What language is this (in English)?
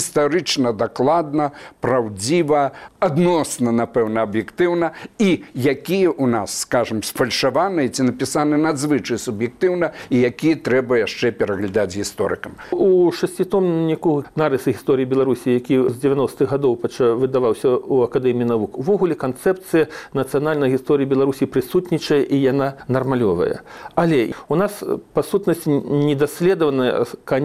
Belarusian